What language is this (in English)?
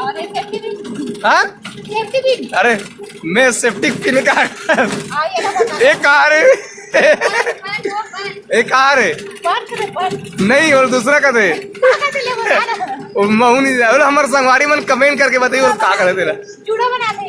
Chhattisgarhi